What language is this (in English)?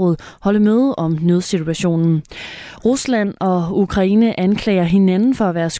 Danish